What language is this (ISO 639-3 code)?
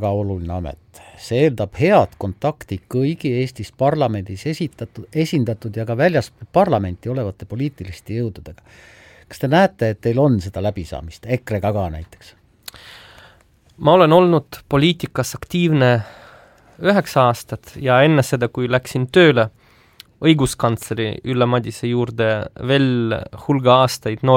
est